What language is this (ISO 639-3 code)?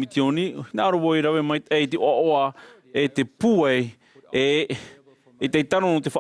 tah